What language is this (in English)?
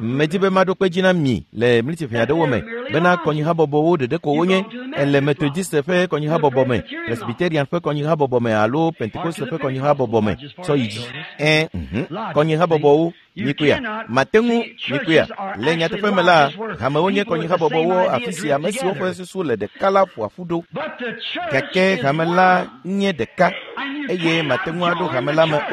Ewe